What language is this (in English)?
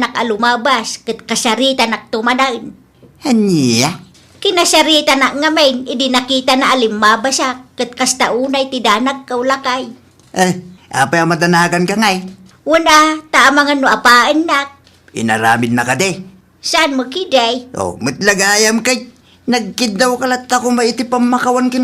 Iloko